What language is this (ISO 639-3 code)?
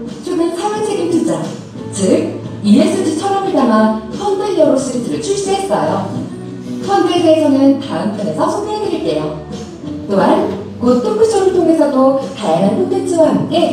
kor